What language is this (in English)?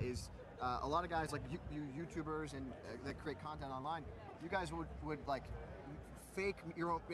English